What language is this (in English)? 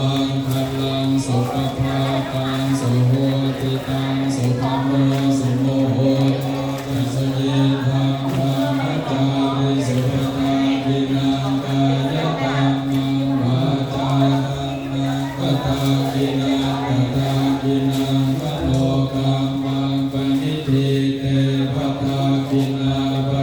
Pali